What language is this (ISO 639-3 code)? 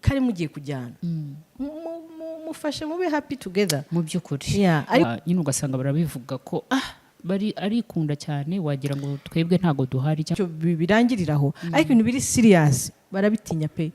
kin